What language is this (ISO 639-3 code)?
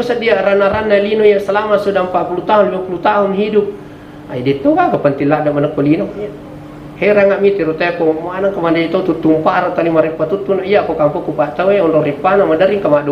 bug